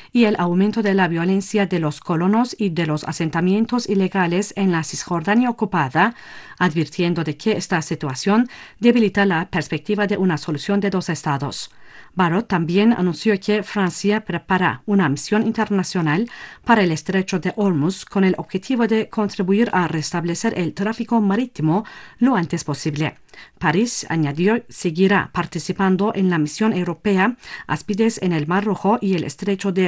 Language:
Spanish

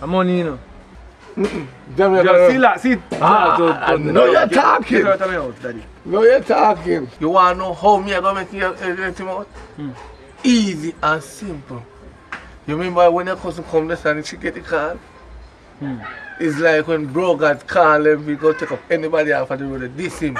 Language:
Jamaican Creole English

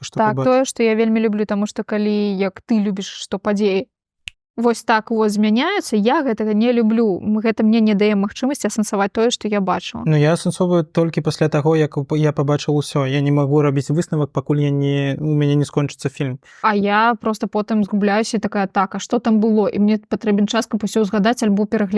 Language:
Belarusian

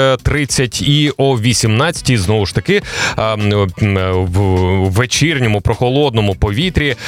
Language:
Ukrainian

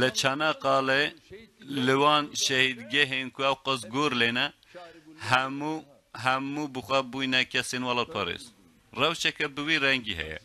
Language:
Kurdish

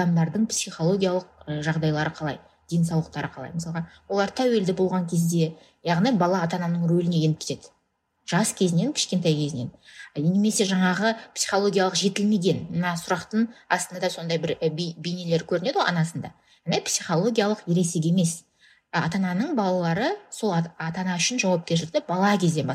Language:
Kazakh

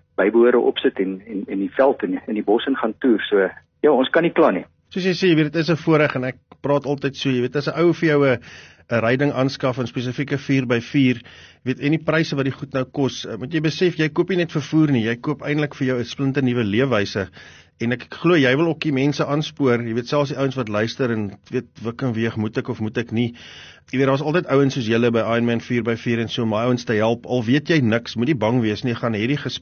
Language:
Afrikaans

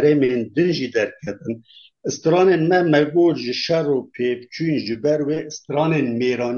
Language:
Kurdish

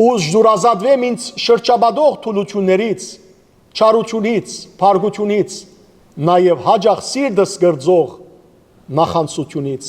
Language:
Western Armenian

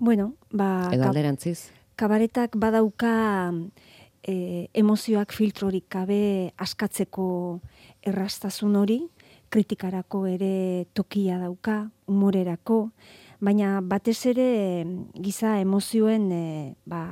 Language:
Basque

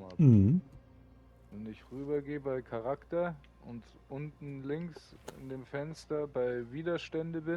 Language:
Bavarian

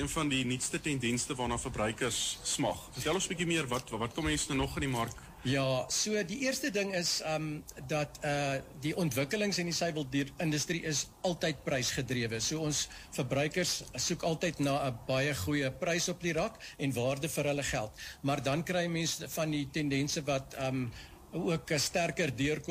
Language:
Afrikaans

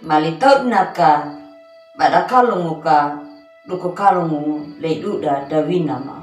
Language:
Anakalangu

